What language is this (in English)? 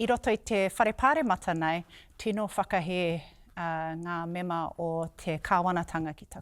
Māori